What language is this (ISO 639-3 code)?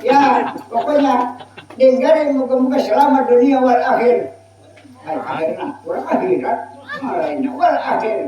bjn